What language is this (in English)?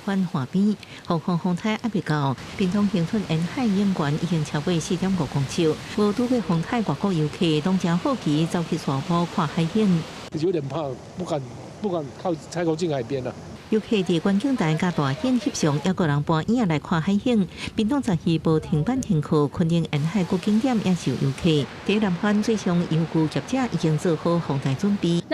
Min Nan Chinese